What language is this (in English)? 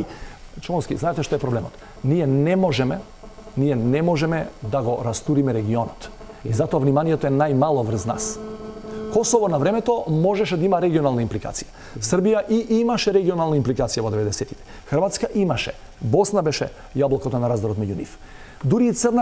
Macedonian